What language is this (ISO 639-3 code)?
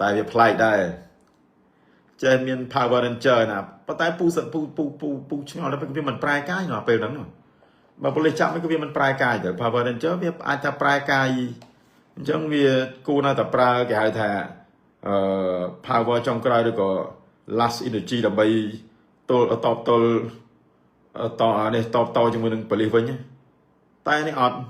khm